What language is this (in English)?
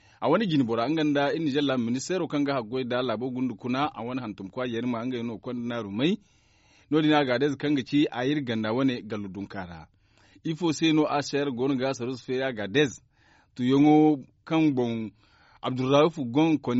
Zarma